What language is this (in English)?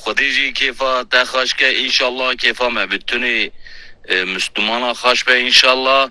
Kurdish